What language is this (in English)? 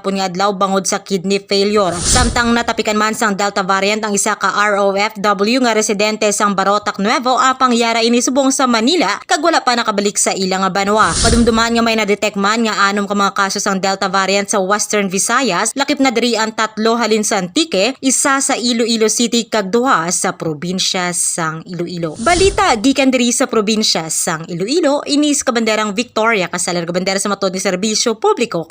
Hiligaynon